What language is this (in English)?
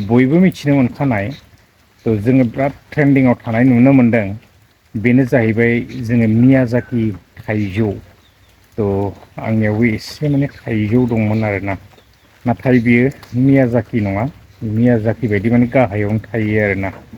Bodo